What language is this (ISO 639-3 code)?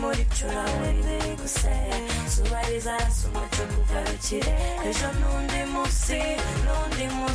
kin